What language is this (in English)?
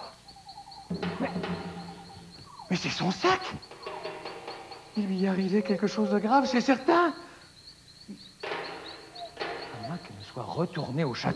French